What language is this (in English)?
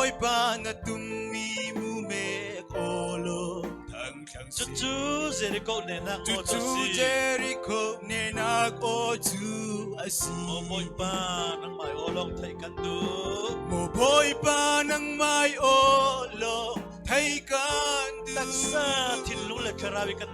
Falam Chin